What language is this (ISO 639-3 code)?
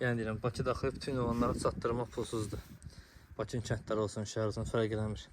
aze